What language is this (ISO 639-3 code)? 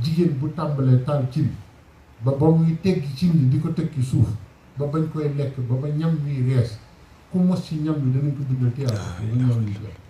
wol